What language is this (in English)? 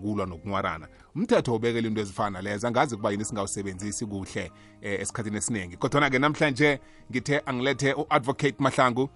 South Ndebele